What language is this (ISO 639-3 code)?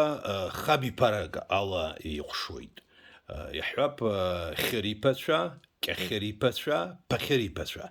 abk